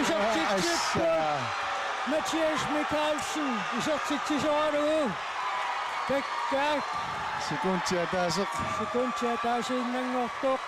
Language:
Kalaallisut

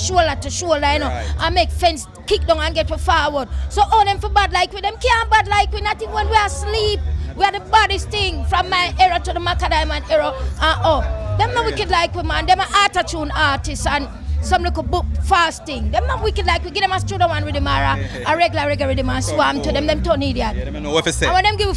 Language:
Jamaican Creole English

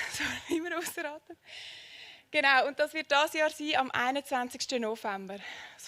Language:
Swiss German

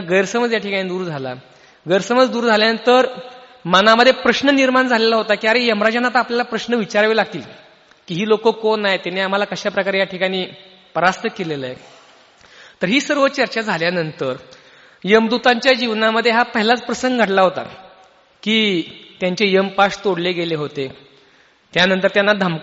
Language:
Marathi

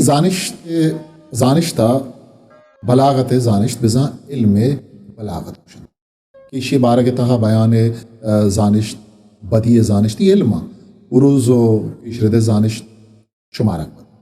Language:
Eastern Balochi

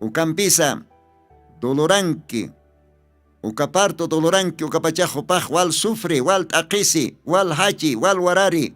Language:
Aymara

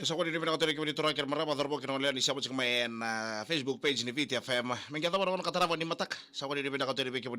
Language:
Fijian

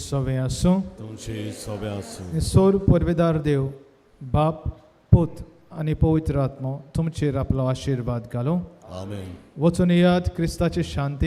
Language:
Konkani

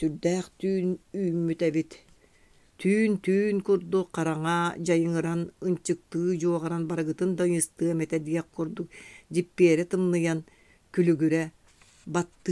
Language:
Yakut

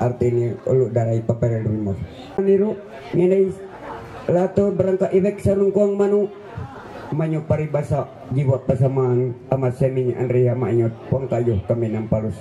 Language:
Ma'anyan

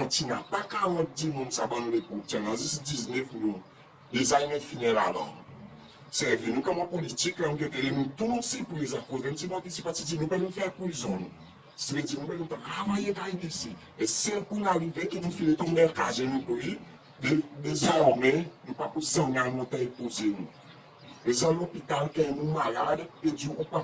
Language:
Seselwa Creole French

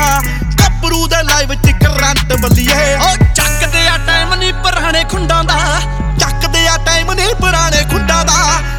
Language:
Punjabi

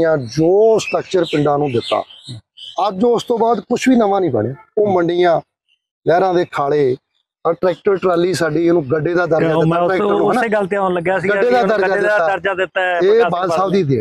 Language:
Punjabi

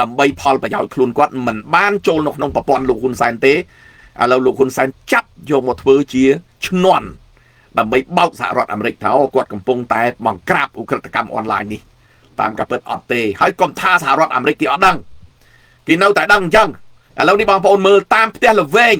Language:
Khmer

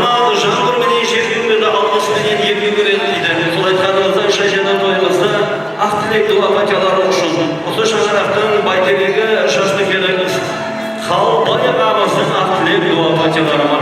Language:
Kara-Kalpak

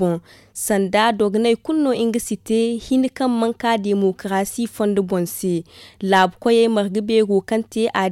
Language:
Zarma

